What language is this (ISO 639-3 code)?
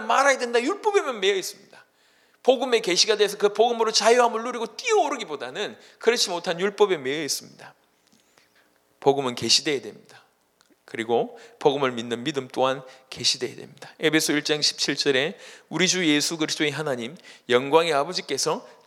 kor